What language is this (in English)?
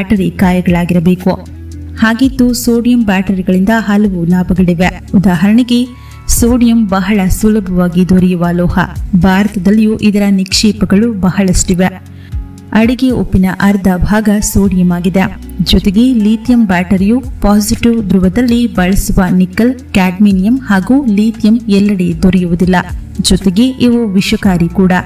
Kannada